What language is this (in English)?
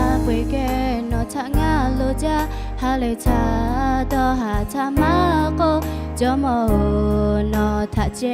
Lahu